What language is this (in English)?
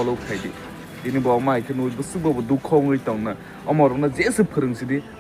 Kok Borok